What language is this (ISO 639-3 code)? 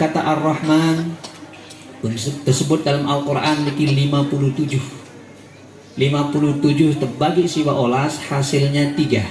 sas